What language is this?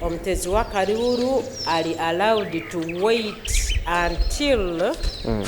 Nyankole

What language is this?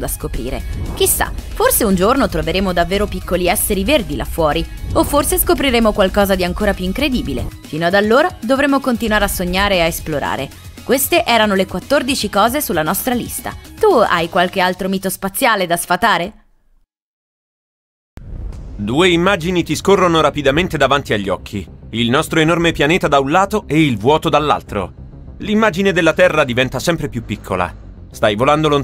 Italian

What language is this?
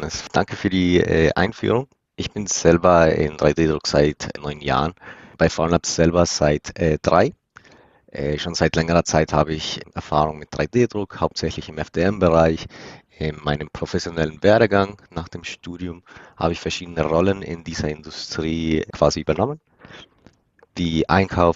German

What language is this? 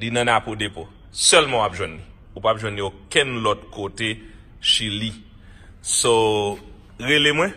Haitian Creole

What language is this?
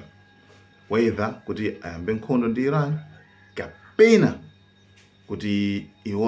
Nyanja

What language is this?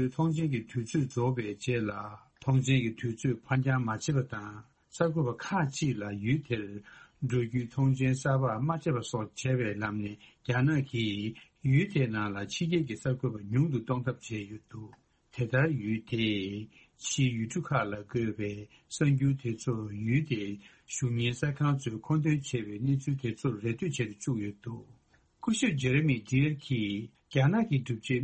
Tibetan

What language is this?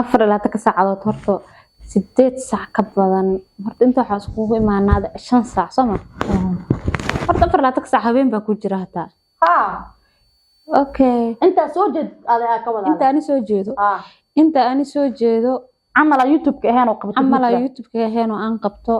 Somali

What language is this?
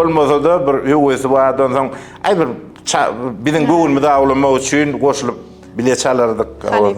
Turkmen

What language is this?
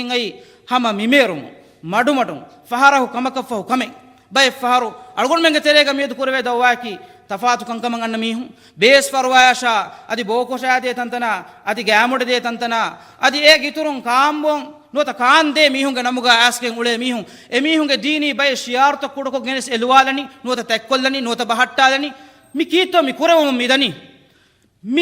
Divehi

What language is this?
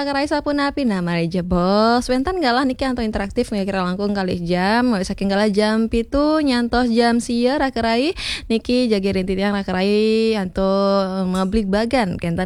Balinese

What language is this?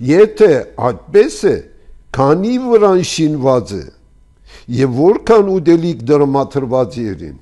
Armenian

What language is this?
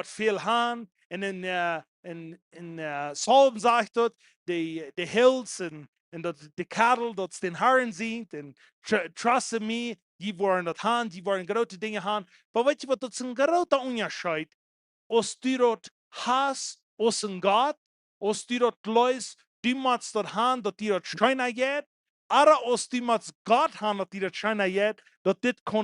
Plautdietsch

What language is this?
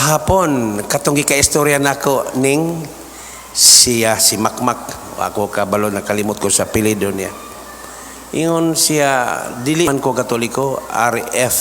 Cebuano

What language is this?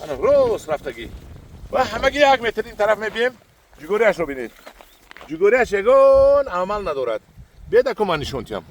Tajik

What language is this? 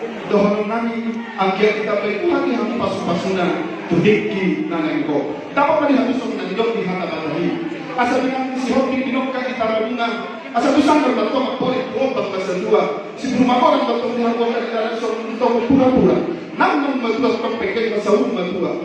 Batak Toba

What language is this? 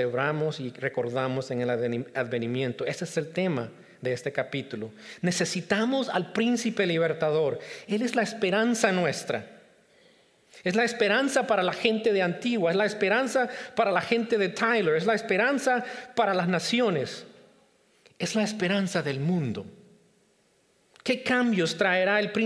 Spanish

